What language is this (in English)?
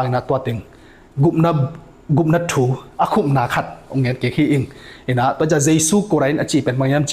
Tedim Chin